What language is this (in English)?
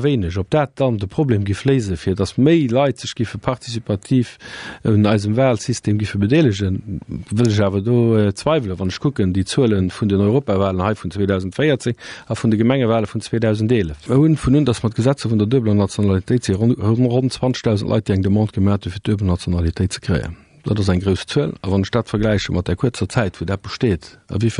Luxembourgish